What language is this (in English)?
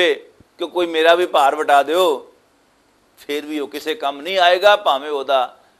Western Panjabi